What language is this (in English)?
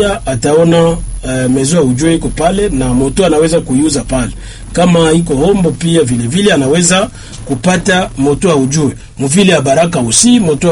Swahili